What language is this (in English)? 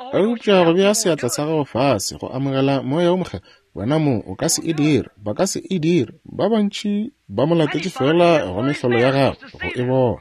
Northern Sotho